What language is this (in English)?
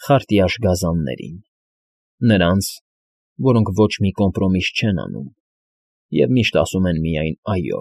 Armenian